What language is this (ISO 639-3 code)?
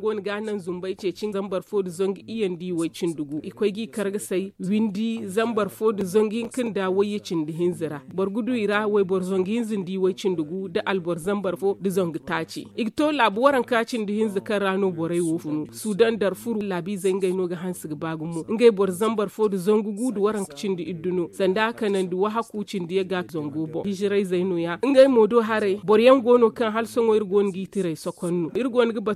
dje